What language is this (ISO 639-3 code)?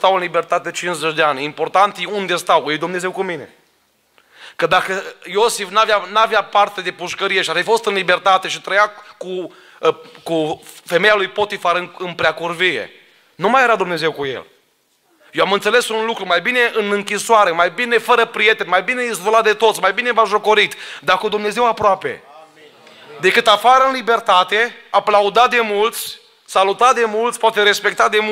ron